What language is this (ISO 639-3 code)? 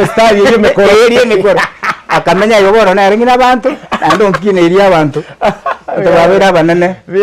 guz